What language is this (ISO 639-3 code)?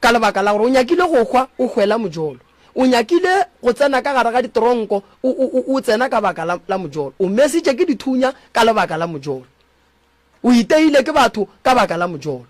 nso